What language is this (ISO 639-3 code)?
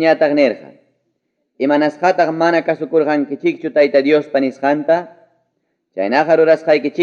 quy